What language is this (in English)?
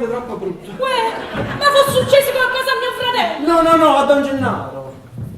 Neapolitan